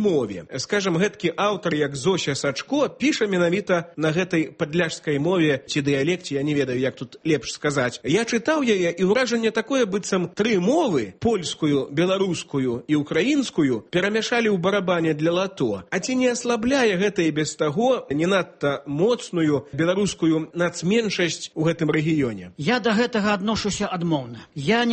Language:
Belarusian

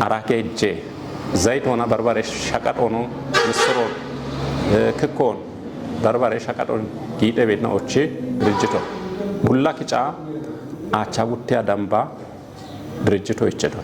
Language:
Kafa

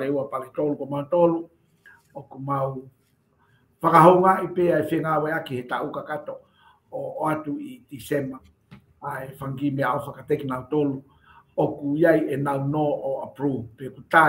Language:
Tongan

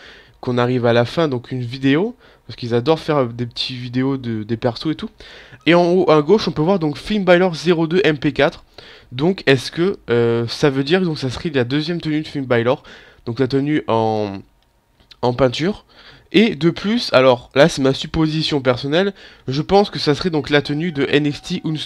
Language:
French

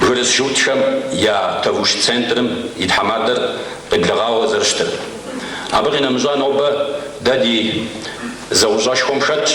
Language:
Kabardian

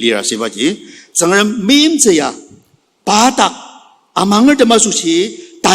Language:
Ao Naga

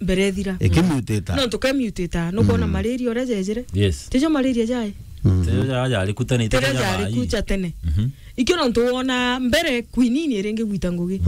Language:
Meru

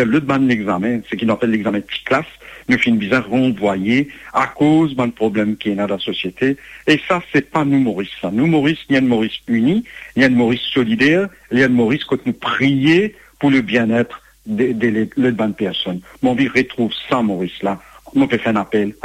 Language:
Morisyen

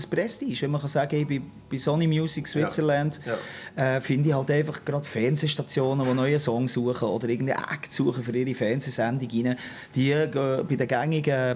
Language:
Swiss German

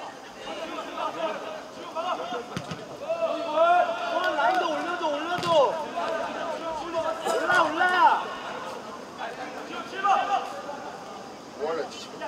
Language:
Korean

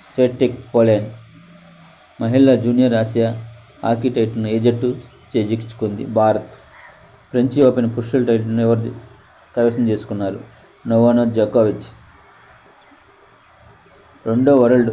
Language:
Telugu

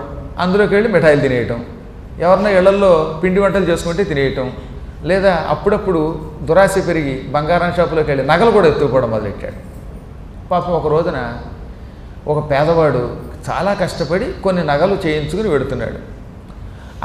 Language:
Telugu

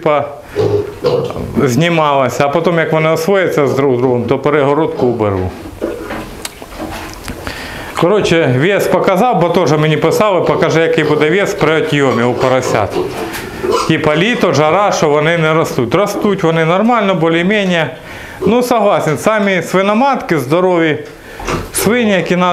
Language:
Ukrainian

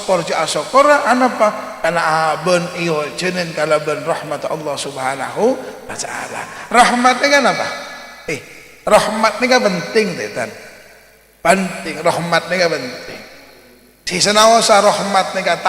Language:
Madurese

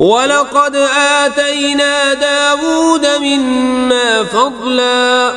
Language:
Kashmiri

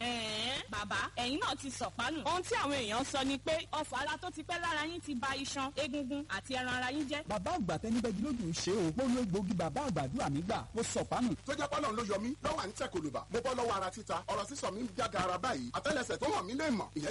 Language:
Yoruba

